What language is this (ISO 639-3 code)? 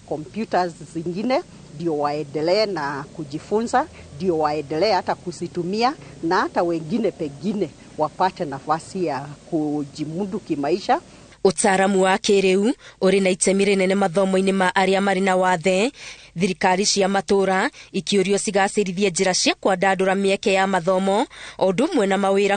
kik